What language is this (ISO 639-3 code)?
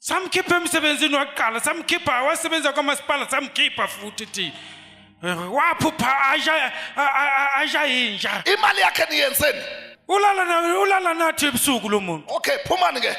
zul